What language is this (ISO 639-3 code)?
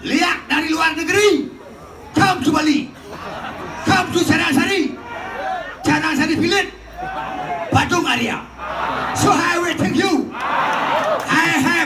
ban